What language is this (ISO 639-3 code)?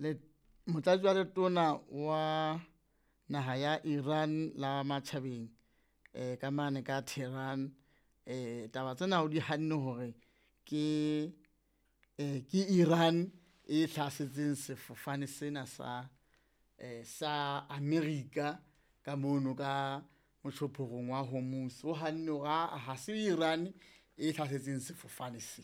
sot